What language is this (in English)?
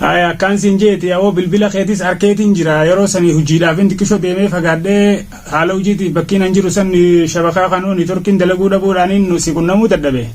Oromo